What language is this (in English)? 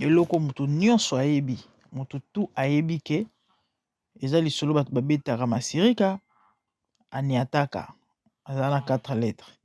Lingala